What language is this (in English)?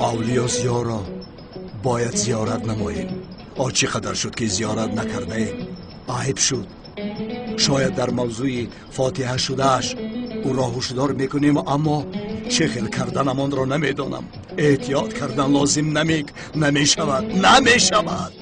Tajik